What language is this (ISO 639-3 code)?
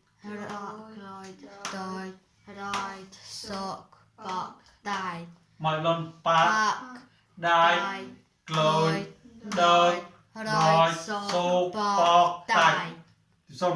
mnw